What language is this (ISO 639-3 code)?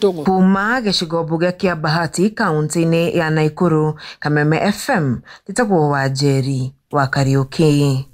kik